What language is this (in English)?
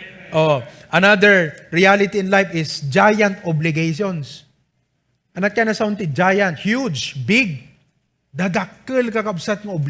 Iloko